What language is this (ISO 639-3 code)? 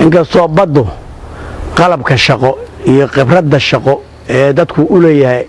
som